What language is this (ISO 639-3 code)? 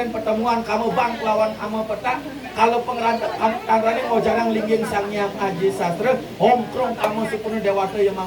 ban